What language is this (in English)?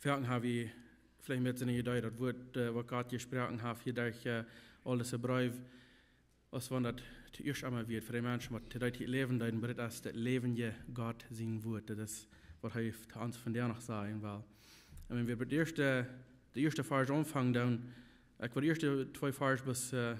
Plautdietsch